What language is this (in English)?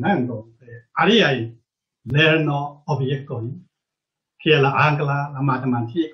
Esperanto